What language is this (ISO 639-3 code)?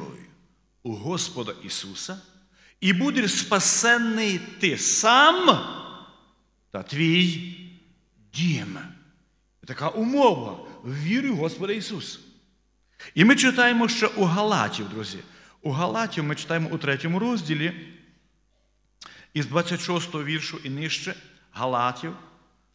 ukr